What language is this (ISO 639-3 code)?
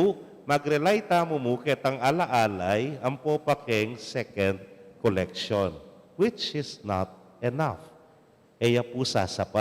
pam